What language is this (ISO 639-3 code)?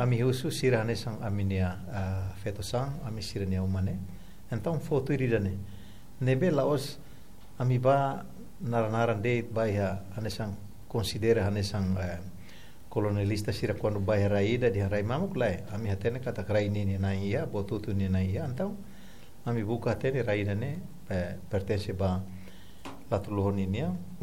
tet